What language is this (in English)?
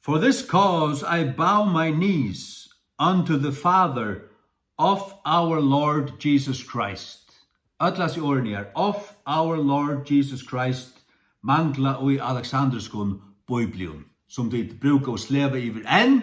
Faroese